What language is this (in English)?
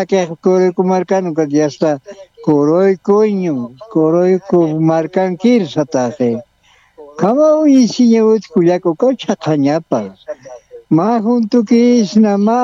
Aymara